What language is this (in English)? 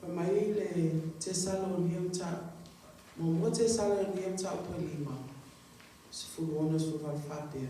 Samoan